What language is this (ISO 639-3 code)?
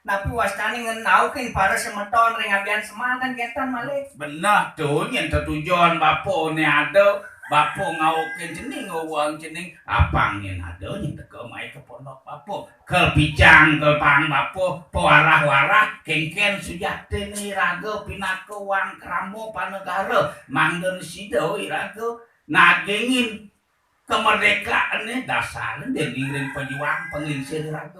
ban